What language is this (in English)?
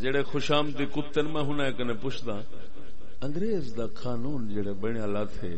Saraiki